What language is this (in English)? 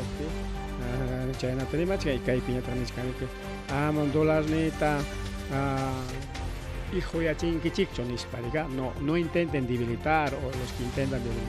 Ayacucho Quechua